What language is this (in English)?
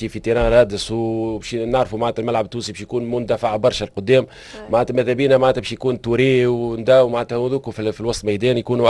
Tunisian Arabic